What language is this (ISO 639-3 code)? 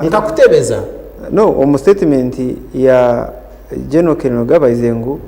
nyn